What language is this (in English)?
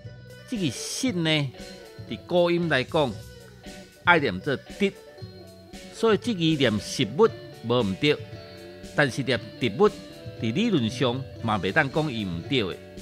Min Nan Chinese